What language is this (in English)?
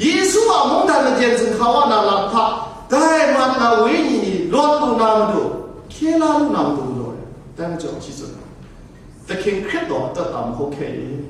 Kachin